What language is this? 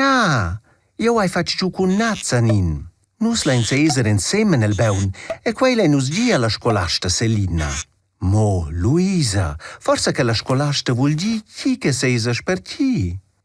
Romansh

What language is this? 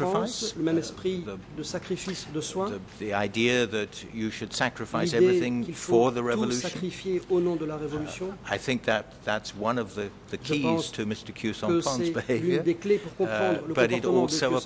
French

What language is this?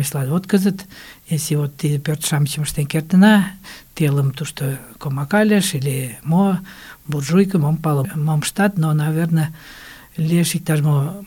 Mari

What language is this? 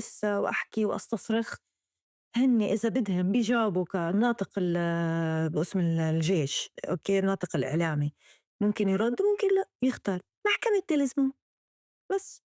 North Levantine Arabic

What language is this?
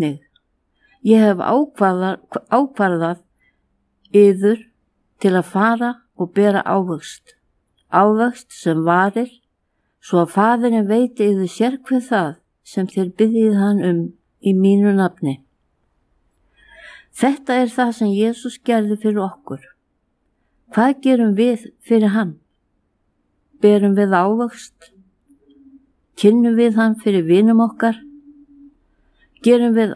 Icelandic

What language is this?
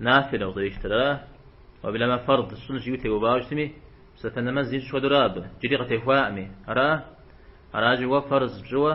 Kabardian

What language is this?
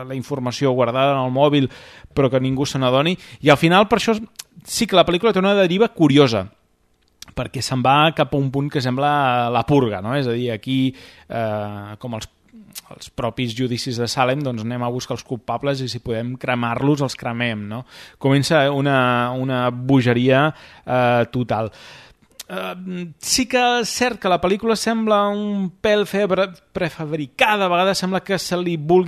Catalan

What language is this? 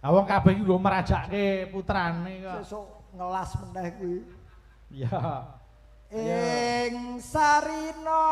Javanese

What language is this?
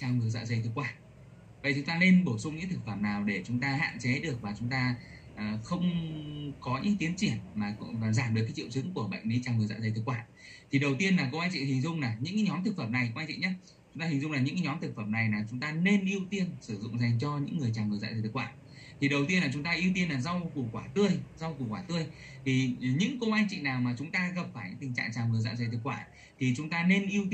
Vietnamese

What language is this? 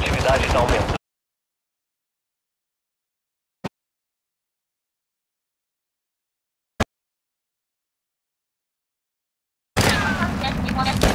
Portuguese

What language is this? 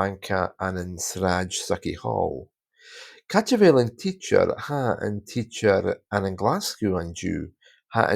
Scottish Gaelic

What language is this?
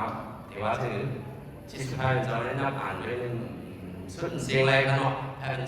Shan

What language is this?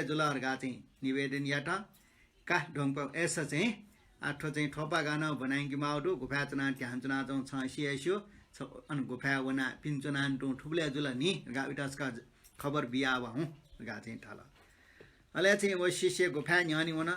Newari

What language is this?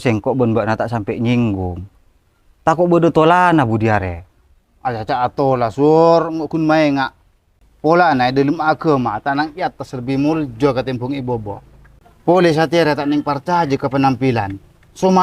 Madurese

